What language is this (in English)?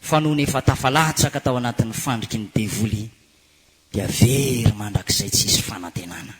Malagasy